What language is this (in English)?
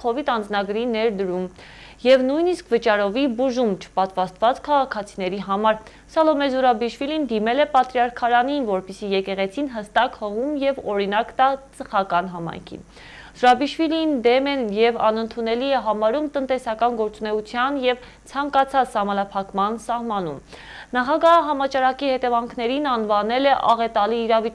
Armenian